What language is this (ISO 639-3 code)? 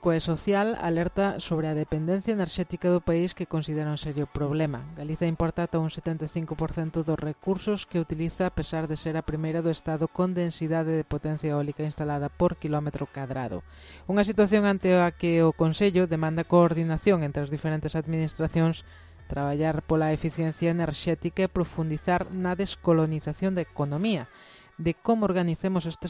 glg